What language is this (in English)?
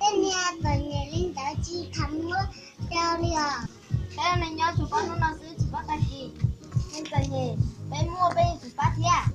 Hmong